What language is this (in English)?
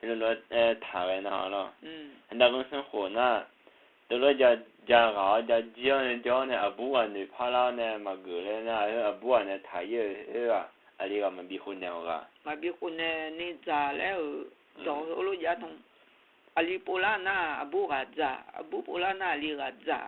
Akha